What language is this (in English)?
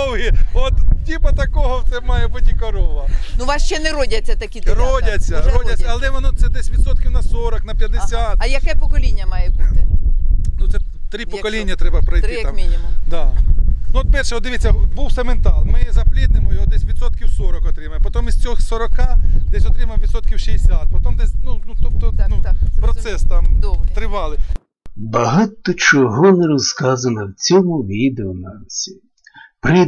Ukrainian